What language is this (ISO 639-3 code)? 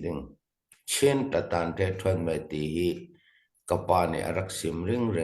cfm